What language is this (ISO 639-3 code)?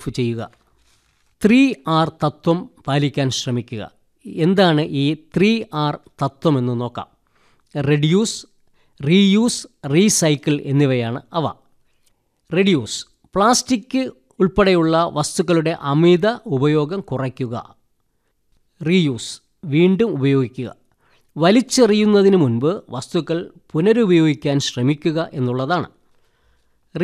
mal